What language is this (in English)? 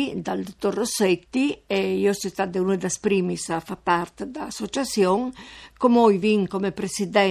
Friulian